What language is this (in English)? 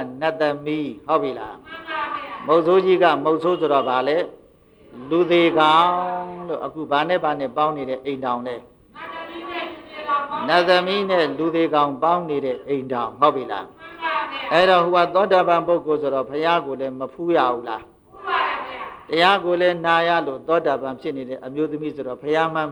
Burmese